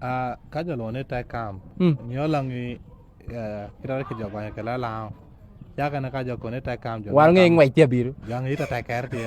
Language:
Lango (Uganda)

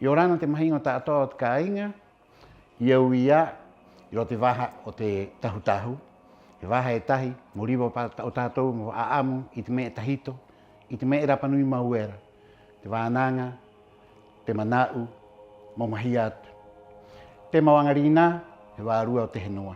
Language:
Rapanui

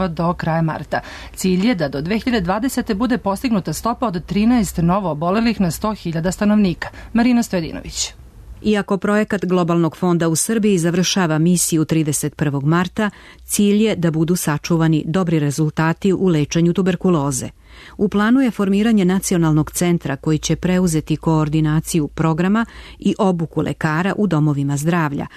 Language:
Serbian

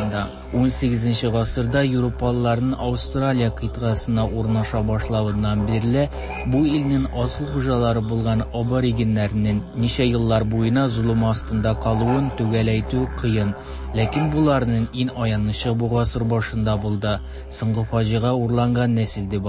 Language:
Tatar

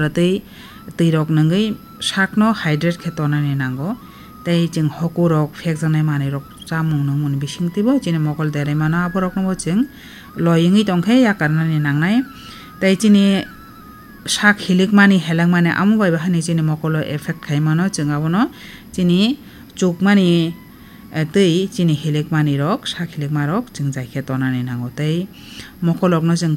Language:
Kok Borok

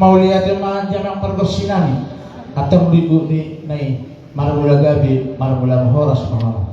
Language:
Batak Toba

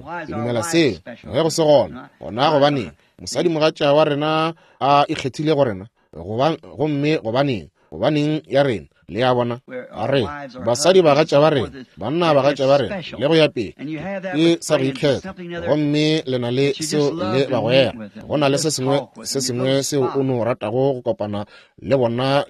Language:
Northern Sotho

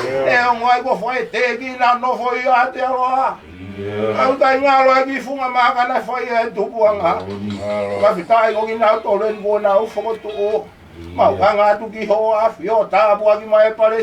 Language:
Tongan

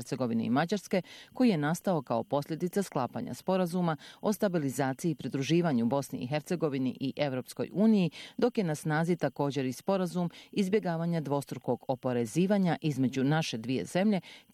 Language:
Bosnian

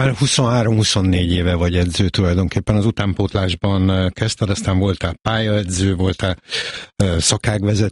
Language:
Hungarian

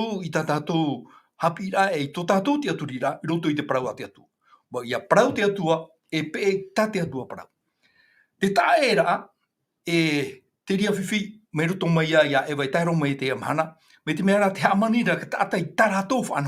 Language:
Tahitian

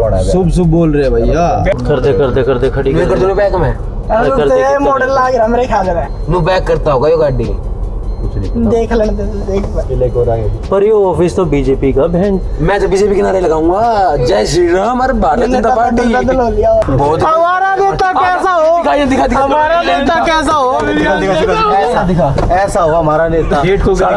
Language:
Haryanvi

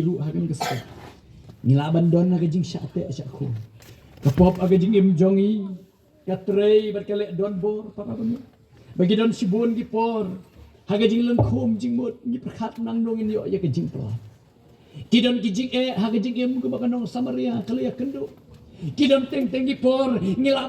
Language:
Khasi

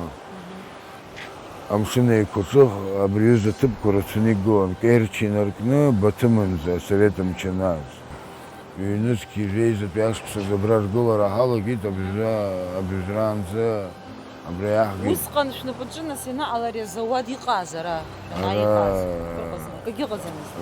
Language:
Abkhazian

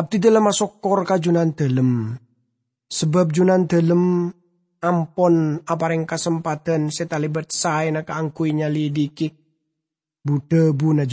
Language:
Madurese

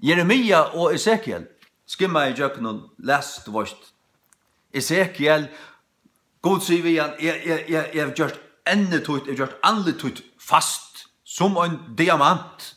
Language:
Faroese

